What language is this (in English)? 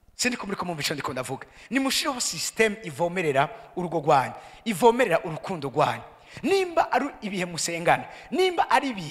Rundi